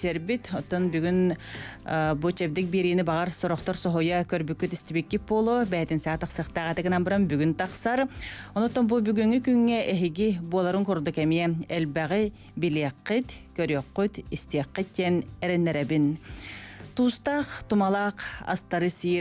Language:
Yakut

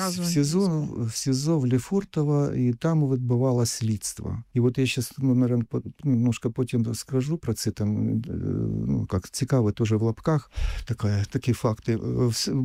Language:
Ukrainian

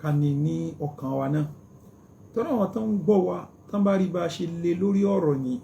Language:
Yoruba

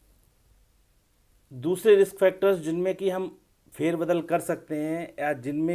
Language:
Hindi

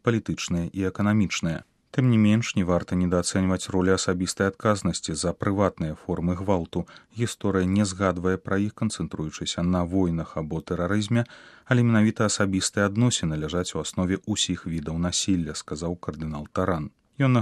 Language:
Belarusian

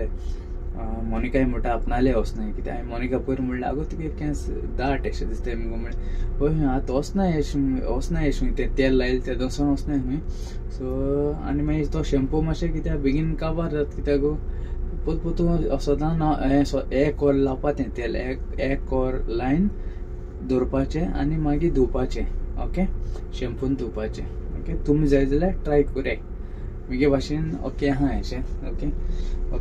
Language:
Konkani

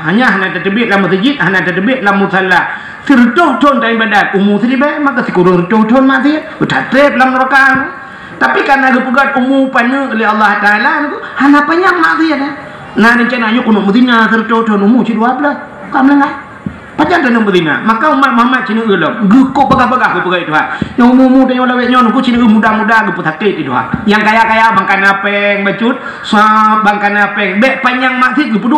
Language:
Achinese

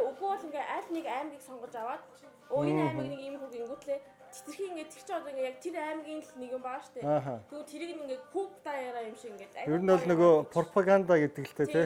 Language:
Mongolian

